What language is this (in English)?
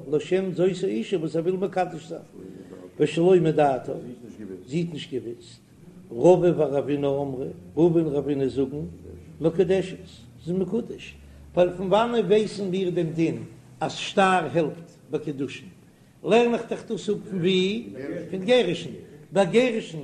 Yiddish